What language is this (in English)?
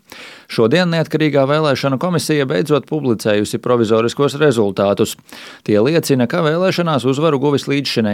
Latvian